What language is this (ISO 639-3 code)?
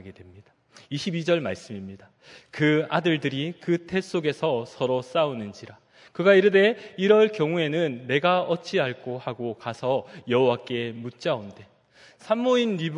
kor